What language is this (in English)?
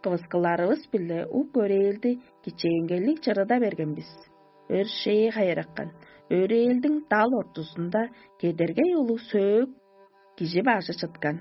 Tuvinian